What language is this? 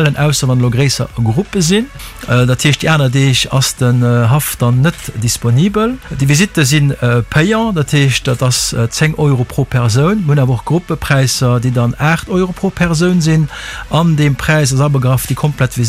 Luxembourgish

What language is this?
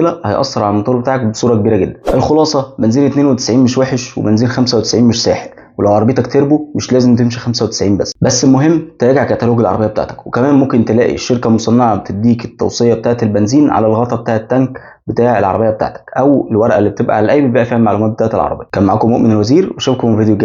Egyptian Arabic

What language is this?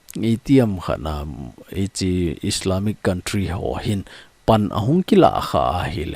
Thado Chin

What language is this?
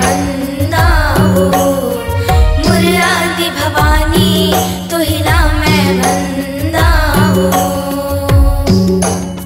Chhattisgarhi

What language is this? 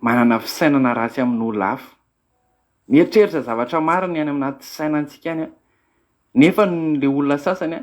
Malagasy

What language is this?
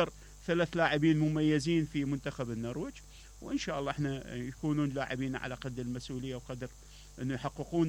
Mesopotamian Arabic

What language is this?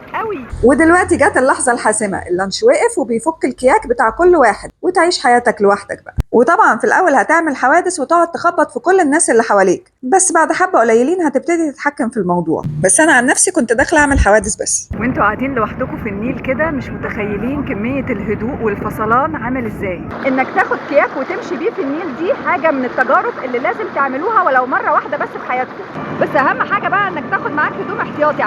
Egyptian Arabic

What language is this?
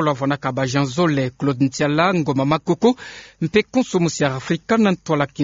Kituba (Democratic Republic of Congo)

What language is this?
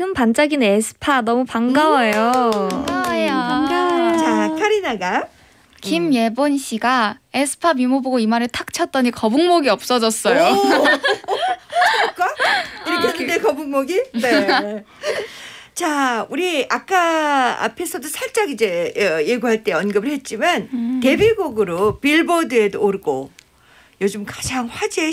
Korean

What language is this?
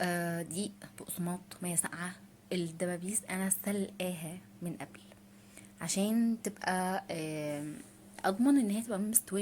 Egyptian Arabic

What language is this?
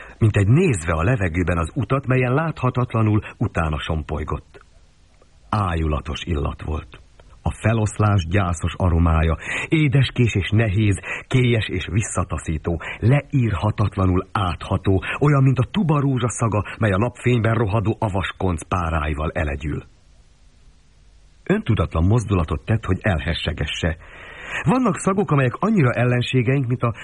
Hungarian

